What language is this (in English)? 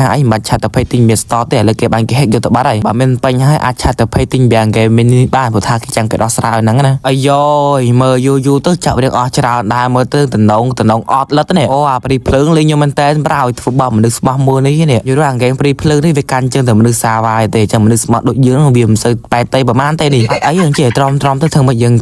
Khmer